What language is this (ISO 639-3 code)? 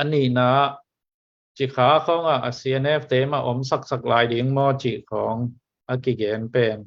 ctd